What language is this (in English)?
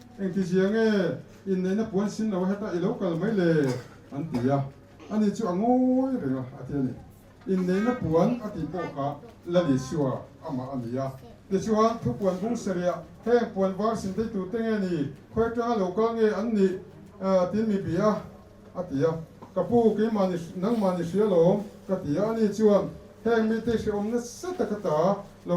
Mizo